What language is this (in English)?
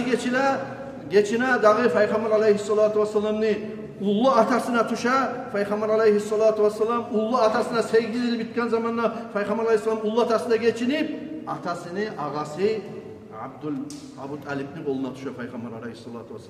Kumyk